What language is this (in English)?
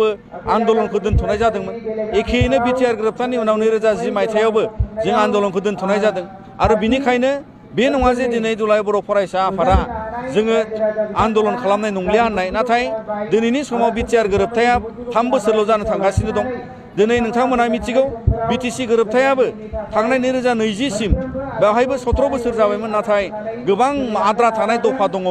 Bodo